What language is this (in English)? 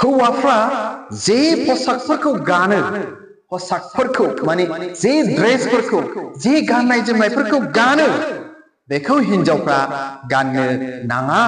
Bodo